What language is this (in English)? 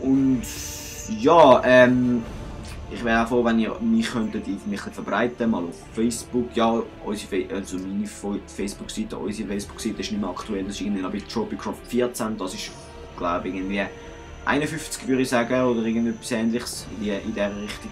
Swiss German